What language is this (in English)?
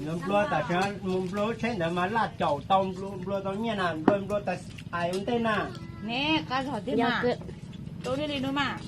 Hmong